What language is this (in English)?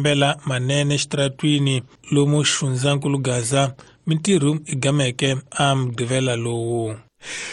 Tsonga